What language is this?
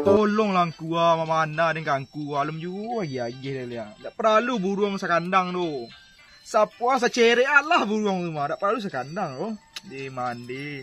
Minangkabau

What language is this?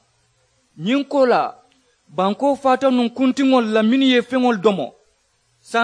Mandingo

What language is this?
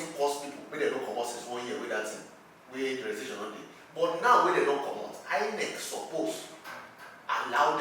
Nigerian Pidgin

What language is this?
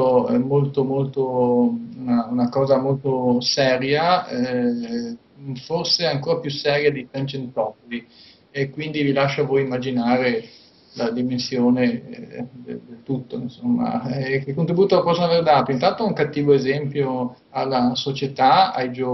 Italian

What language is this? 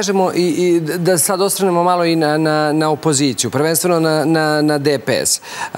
Serbian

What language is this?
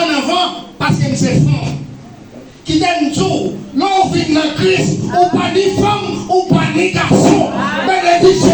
Haitian Creole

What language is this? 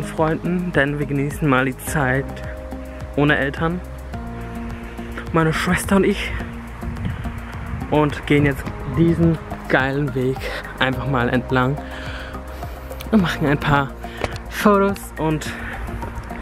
German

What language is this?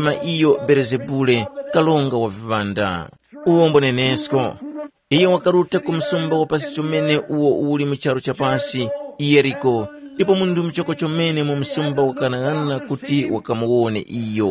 Tumbuka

